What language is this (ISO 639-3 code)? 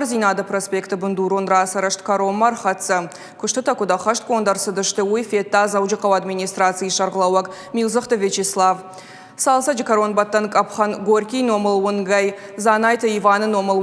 oss